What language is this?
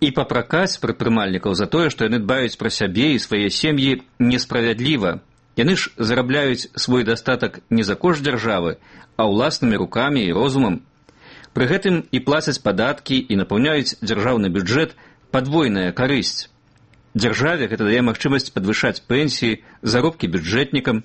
Belarusian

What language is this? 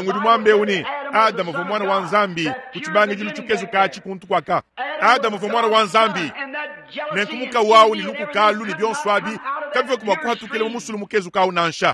Luba-Lulua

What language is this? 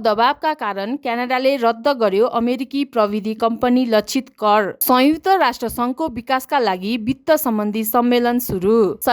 Nepali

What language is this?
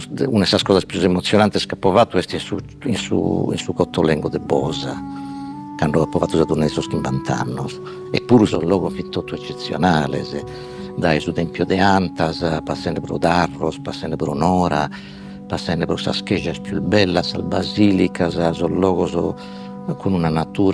Sardinian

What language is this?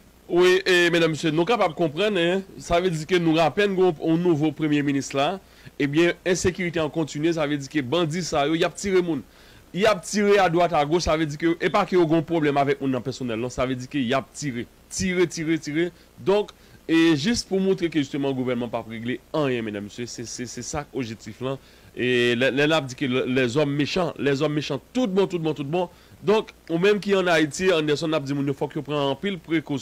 Haitian Creole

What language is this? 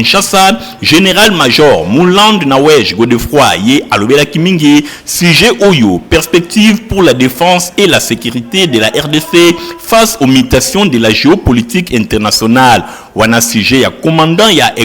Lingala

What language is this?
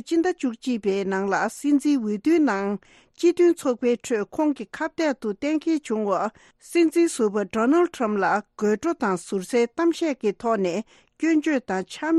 Tibetan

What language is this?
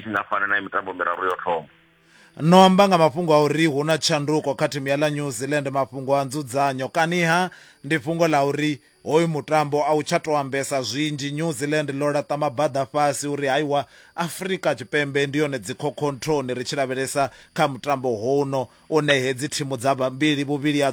Venda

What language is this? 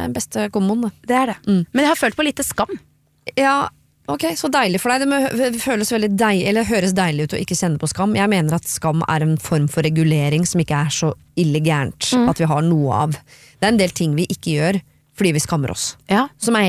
Norwegian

